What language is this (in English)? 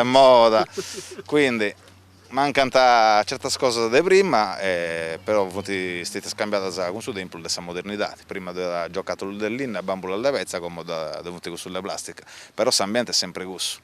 Sardinian